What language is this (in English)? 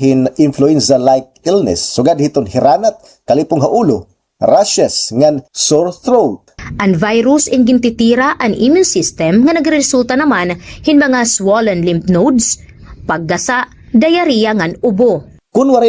Waray